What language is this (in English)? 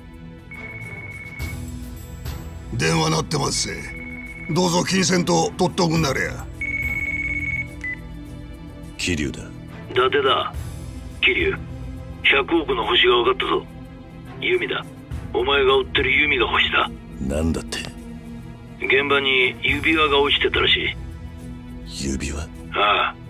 Japanese